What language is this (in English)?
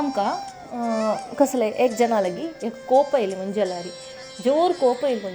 Konkani